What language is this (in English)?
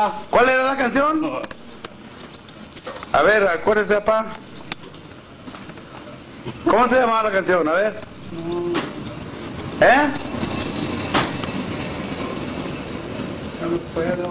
Spanish